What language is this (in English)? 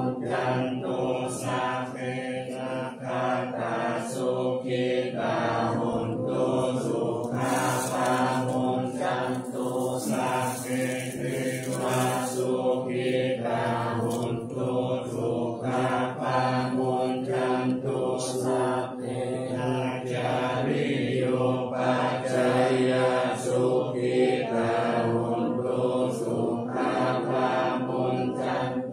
Pali